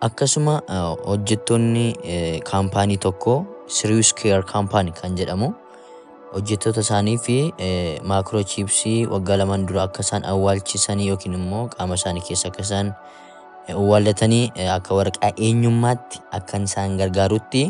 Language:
Oromo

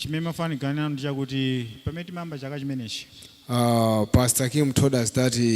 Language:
Nyanja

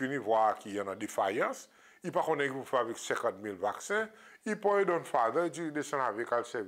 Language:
Seselwa Creole French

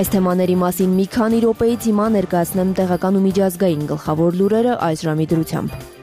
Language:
Armenian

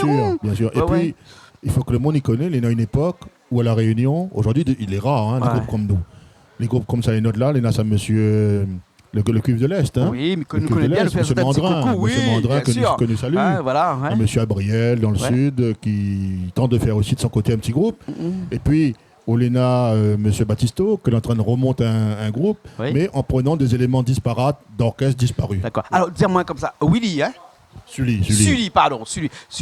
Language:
Réunion Creole French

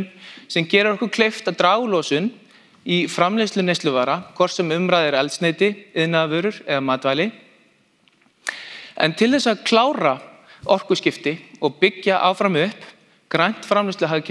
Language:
Icelandic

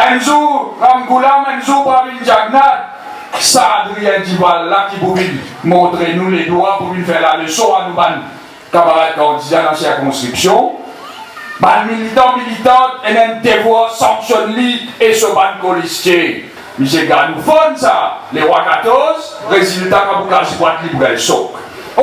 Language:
Morisyen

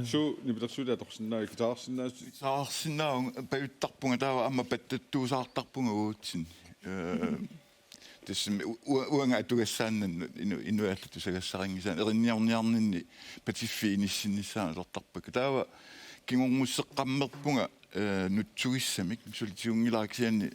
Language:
Kalaallisut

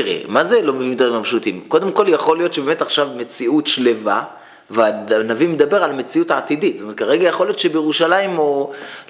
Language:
Hebrew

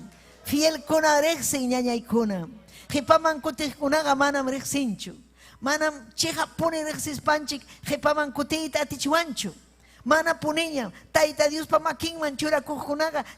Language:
Ayacucho Quechua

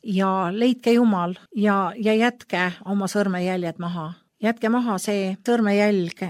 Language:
Estonian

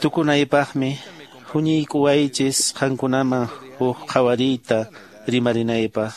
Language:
Quechua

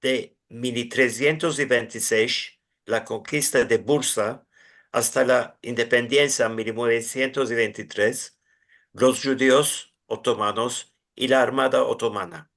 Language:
Ladino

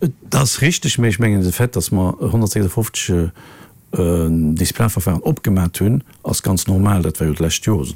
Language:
Luxembourgish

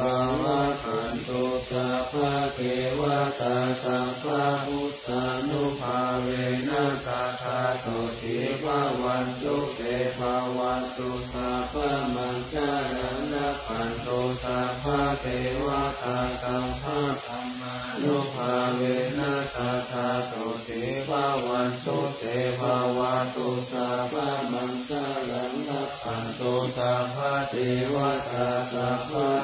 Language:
Pali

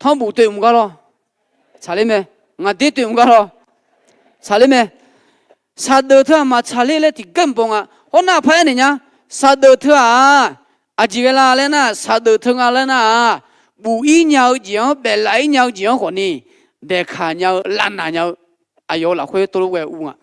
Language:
Akha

